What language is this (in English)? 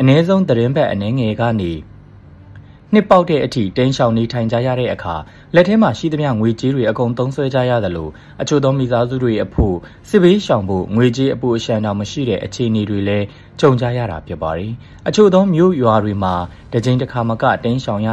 Burmese